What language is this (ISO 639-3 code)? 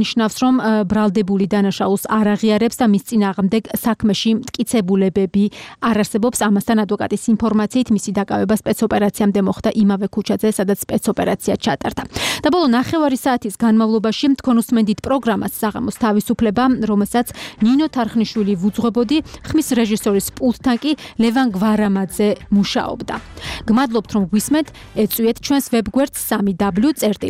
kat